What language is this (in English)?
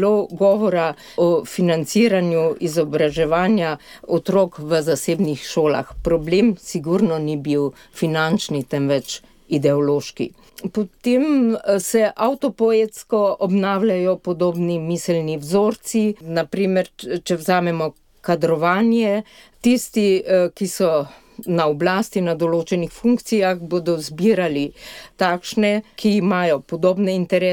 Slovenian